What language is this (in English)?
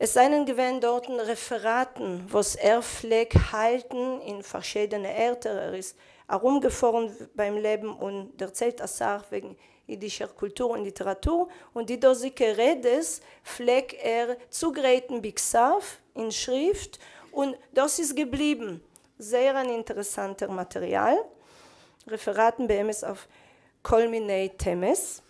Yiddish